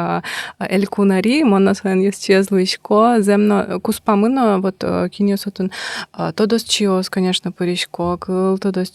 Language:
Udmurt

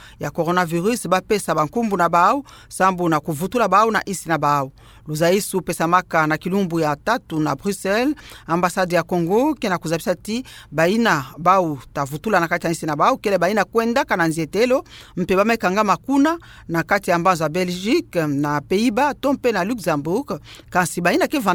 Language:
Kituba (Democratic Republic of Congo)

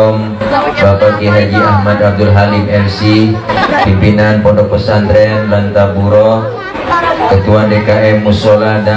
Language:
Betawi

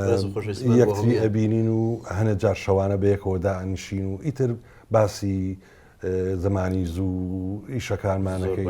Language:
Central Kurdish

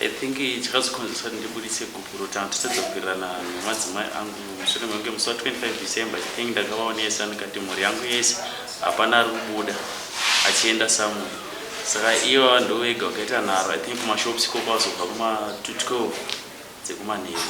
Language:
Shona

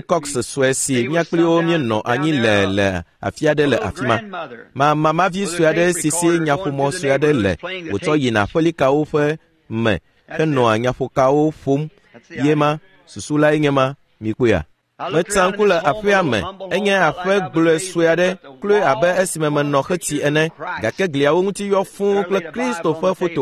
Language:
Ewe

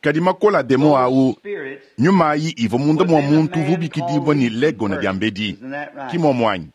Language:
Luba-Lulua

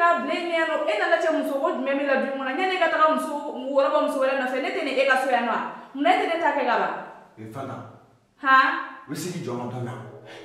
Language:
Bambara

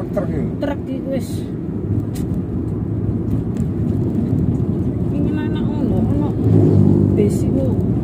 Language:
Javanese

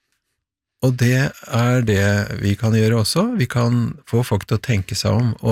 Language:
Norwegian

